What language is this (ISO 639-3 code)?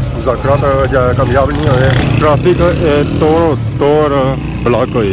phr